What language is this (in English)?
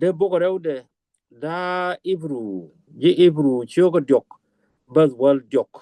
Nuer